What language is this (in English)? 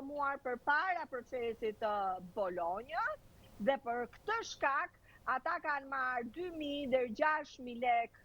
Albanian